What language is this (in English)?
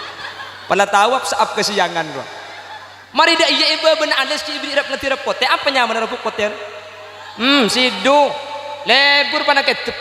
Madurese